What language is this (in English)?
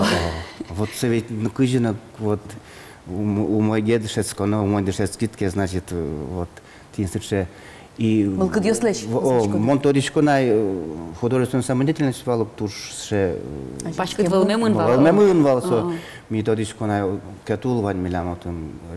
Udmurt